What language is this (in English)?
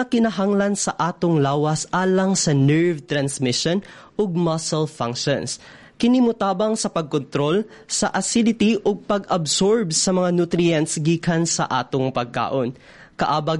Cebuano